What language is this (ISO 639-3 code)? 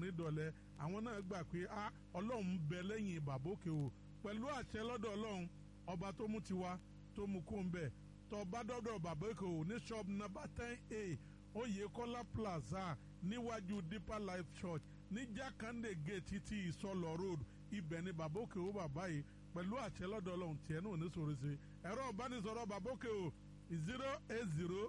yor